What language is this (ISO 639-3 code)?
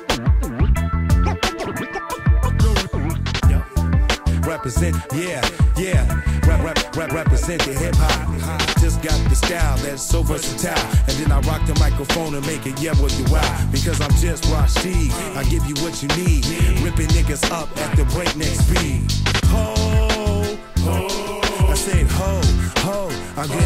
eng